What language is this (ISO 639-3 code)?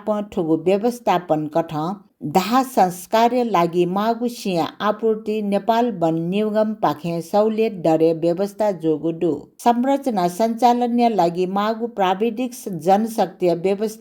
new